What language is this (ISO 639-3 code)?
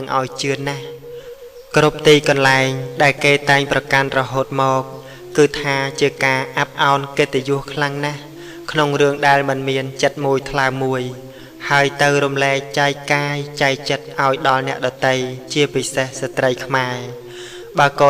khm